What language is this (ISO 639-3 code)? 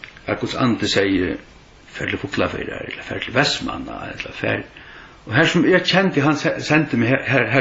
fao